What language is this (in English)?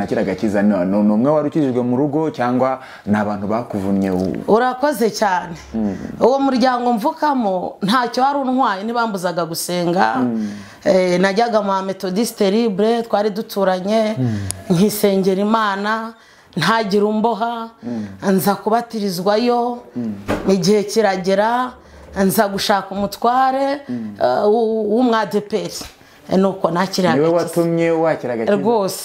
Kinyarwanda